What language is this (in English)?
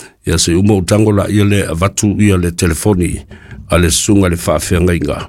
Samoan